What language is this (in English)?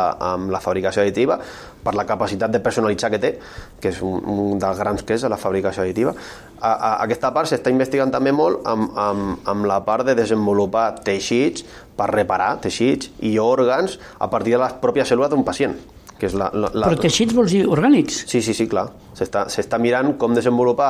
Catalan